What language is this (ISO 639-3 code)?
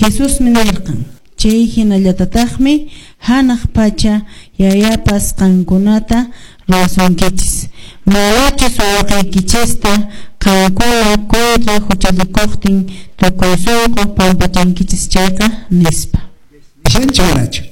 que